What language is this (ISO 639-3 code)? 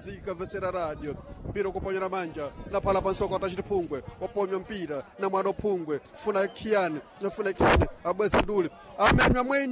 seh